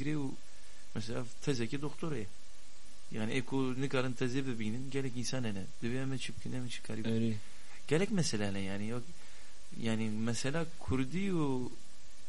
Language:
Kurdish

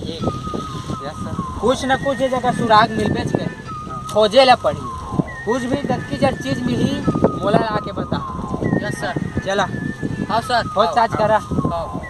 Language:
Chhattisgarhi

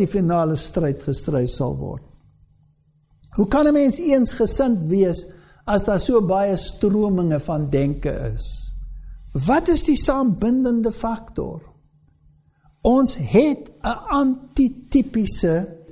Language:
Afrikaans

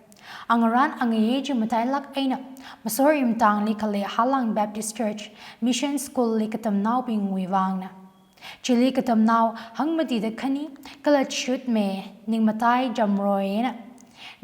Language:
Tangkhul Naga (India)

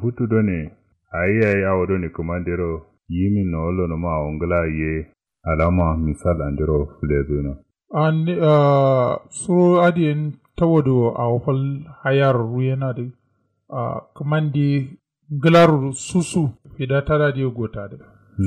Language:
Kanuri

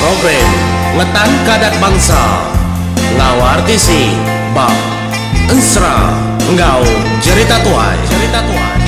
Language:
Iban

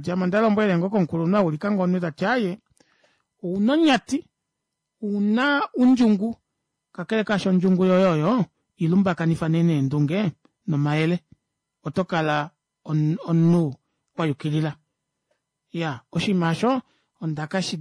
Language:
Kuanyama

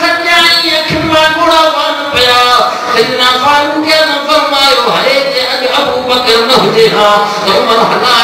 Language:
Sindhi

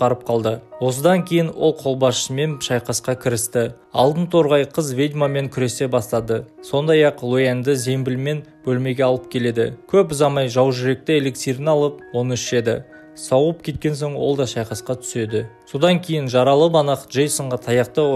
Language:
Kazakh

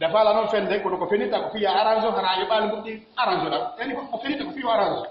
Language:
Pular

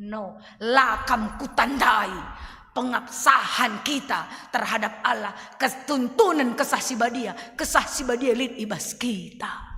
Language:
Batak Karo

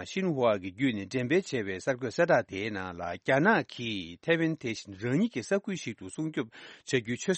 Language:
Tibetan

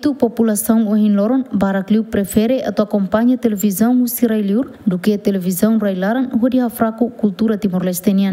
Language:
Tetum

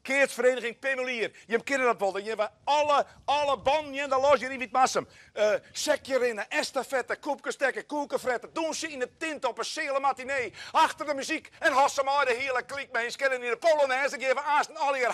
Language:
Western Frisian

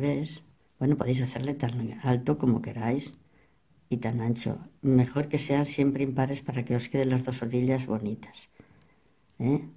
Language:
Spanish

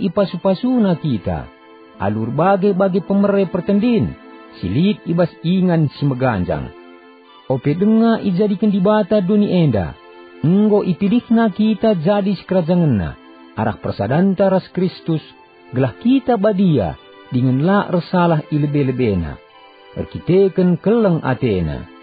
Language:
Batak Karo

